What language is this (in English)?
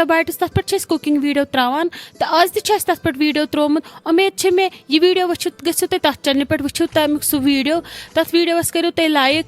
Kashmiri